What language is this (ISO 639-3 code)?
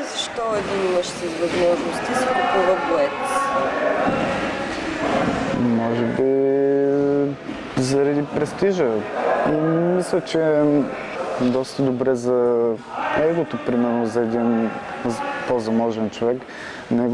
bul